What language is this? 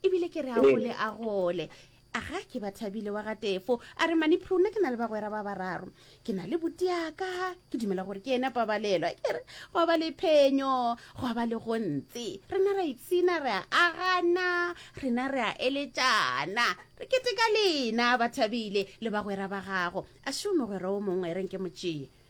Northern Sotho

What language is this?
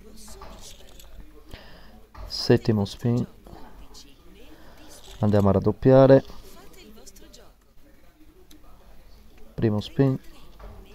Italian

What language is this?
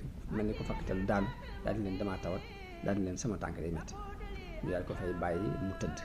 Wolof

